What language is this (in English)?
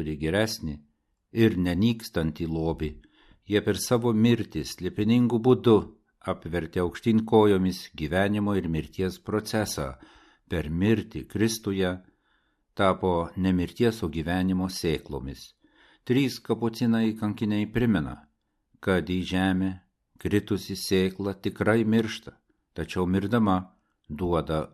Lithuanian